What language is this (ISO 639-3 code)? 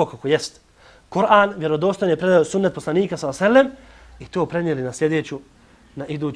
bos